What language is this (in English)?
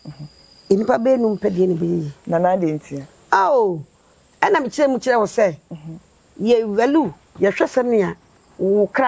Akan